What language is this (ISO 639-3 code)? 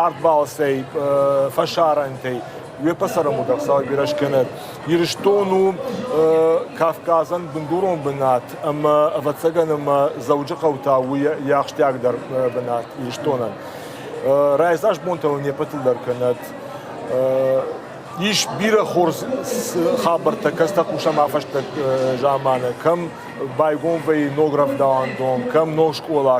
oss